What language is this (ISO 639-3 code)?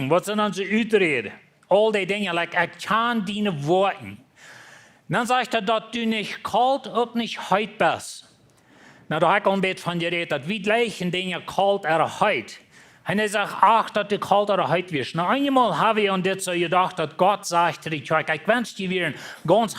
pdt